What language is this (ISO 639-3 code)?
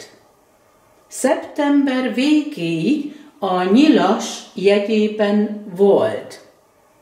hun